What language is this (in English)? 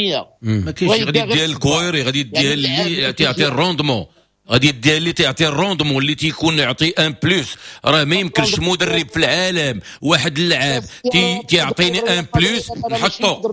Moroccan Arabic